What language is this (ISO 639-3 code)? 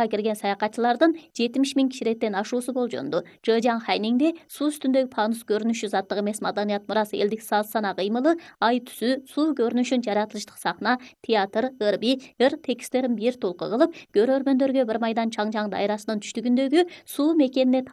kir